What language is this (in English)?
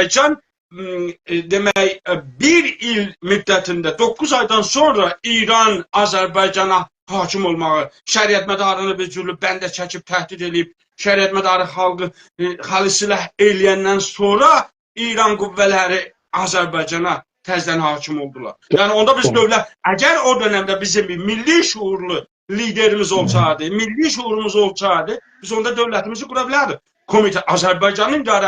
South Azerbaijani